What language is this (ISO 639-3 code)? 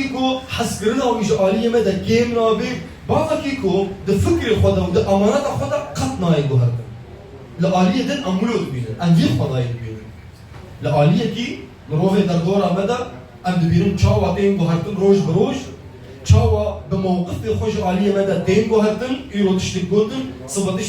kur